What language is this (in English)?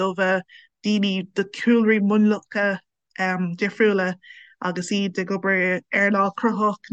Irish